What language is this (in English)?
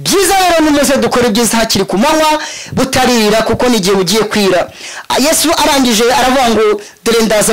Kinyarwanda